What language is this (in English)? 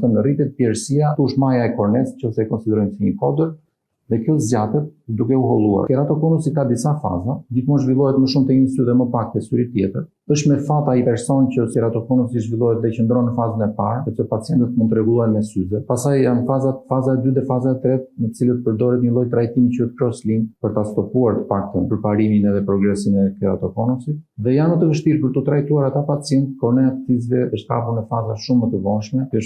Albanian